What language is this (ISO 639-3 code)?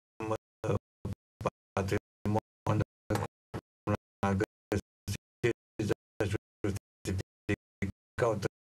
ron